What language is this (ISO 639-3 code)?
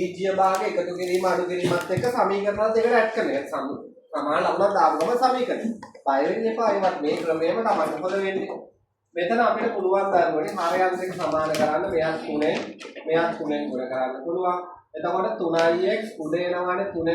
sin